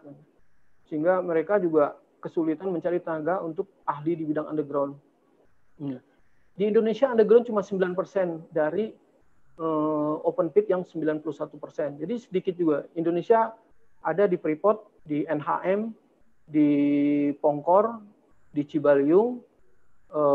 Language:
Indonesian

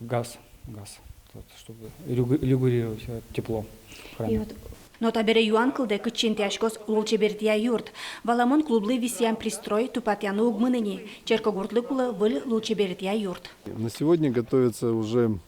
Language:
Udmurt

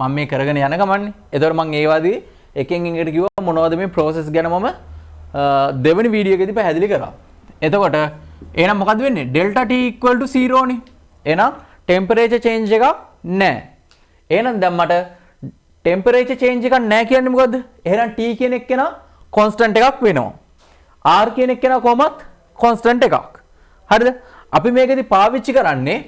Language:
Sinhala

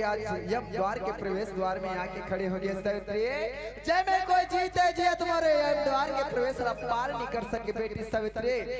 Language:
Chhattisgarhi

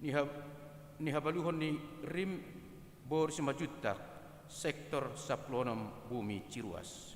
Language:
Batak Toba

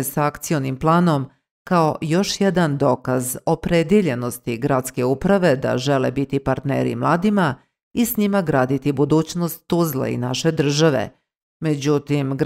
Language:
Bosnian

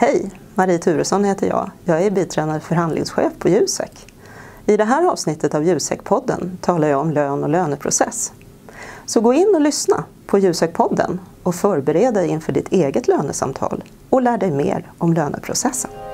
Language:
Swedish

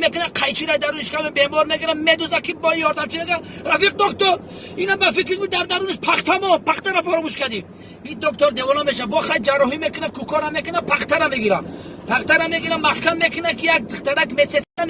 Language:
Tajik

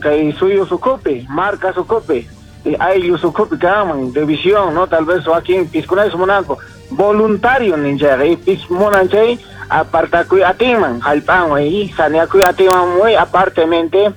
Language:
Quechua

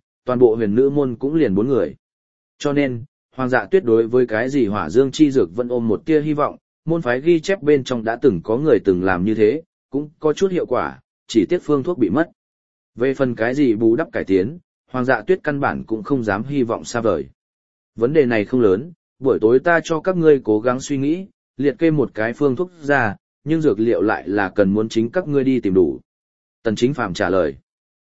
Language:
Vietnamese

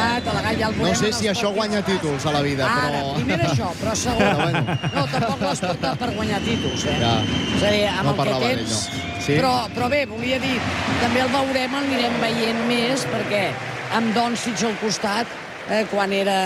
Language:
Catalan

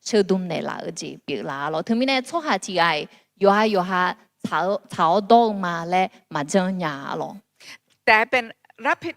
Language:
Akha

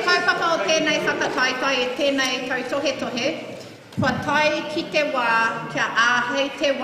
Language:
Māori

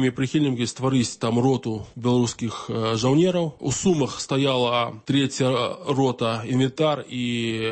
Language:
Belarusian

